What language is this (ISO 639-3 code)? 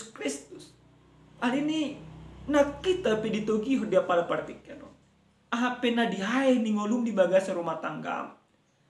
bbc